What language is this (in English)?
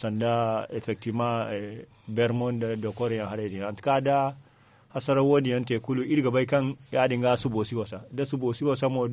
Zarma